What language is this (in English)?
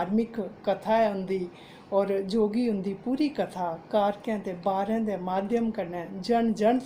Dogri